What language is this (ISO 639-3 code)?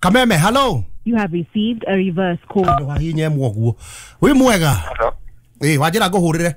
kik